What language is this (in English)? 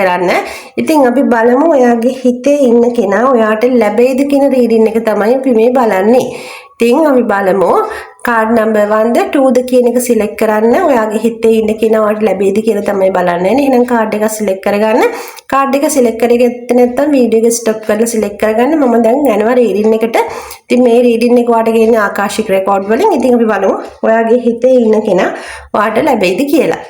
Sinhala